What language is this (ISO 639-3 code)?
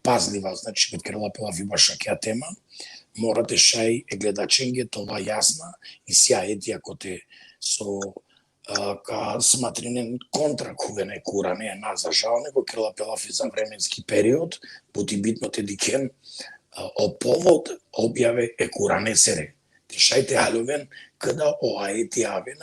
rmn